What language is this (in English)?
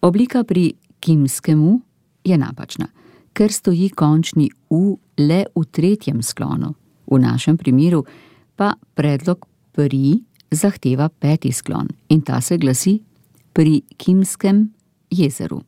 Slovenian